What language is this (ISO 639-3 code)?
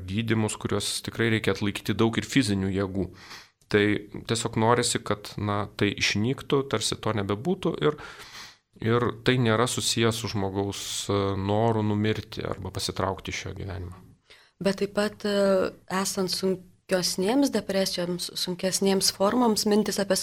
lit